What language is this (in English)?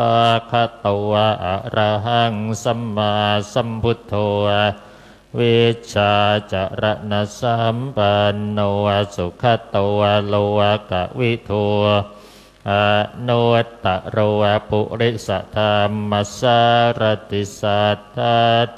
Pali